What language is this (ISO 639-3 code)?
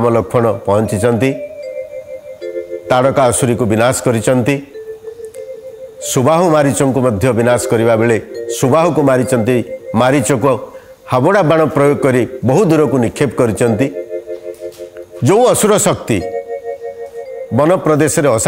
ori